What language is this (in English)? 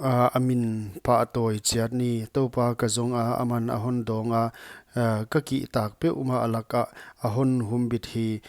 Paite Chin